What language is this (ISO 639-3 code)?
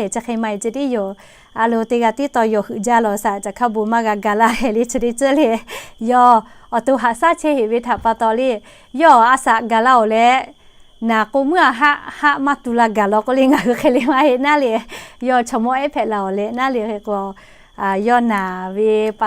lhu